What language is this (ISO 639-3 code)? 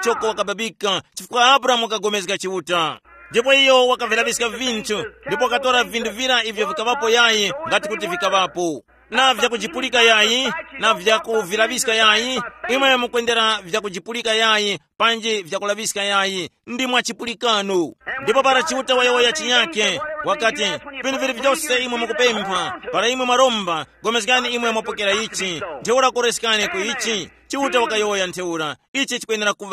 tum